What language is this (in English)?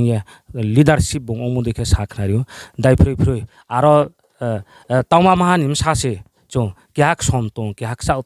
Riang (India)